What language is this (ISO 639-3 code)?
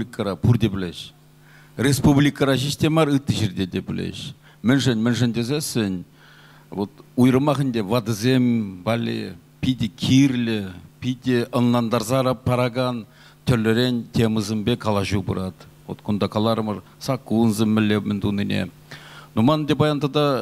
chv